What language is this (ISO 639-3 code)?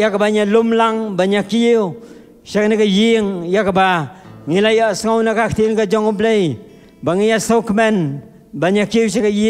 kha